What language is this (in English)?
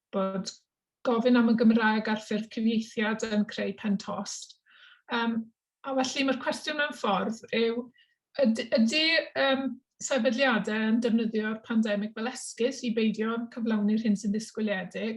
Welsh